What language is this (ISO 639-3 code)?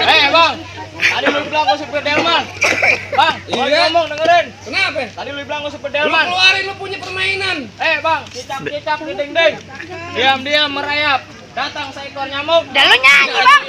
bew